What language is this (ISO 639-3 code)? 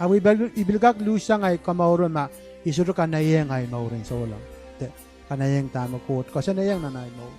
pon